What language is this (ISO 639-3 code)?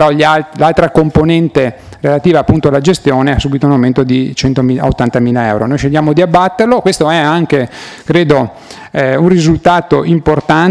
ita